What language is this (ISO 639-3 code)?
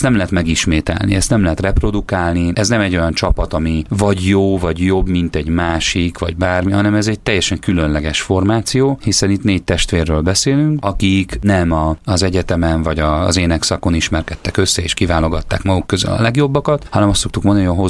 hun